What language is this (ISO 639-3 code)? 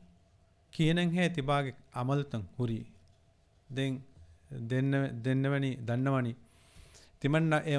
div